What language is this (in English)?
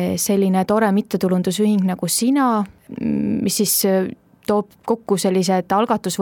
Estonian